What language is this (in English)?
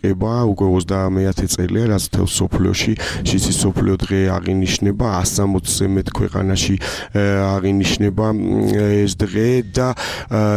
Georgian